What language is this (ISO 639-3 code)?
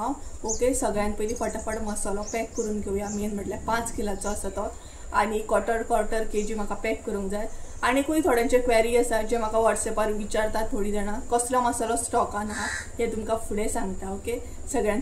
kok